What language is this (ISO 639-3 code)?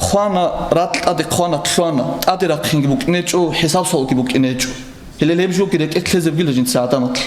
ava